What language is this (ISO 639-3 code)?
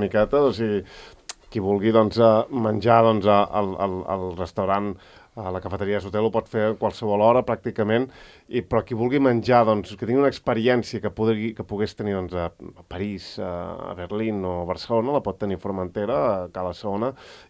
cat